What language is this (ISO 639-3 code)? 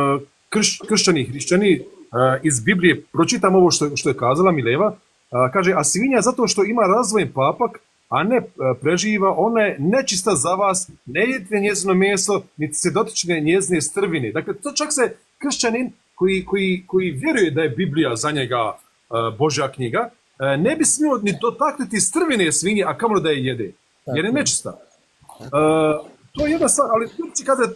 bos